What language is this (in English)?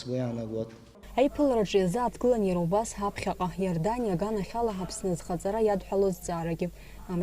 Abkhazian